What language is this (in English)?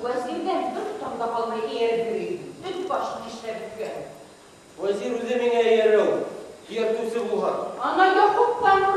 Bashkir